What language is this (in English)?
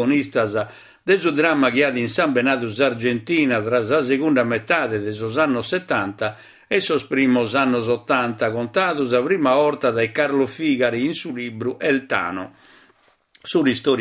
Sardinian